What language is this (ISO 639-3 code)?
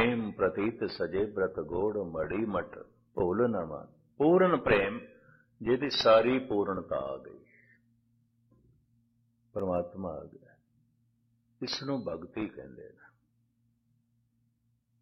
pan